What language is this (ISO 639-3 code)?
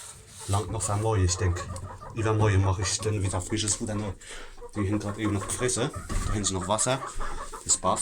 pfl